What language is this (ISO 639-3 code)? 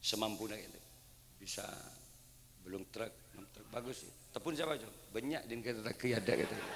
mad